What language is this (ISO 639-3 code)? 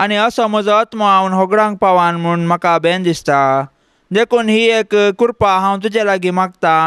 kok